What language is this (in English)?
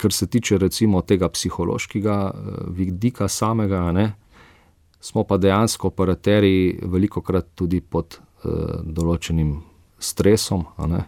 Slovenian